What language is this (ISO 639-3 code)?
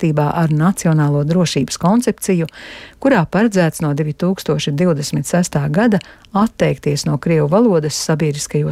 lav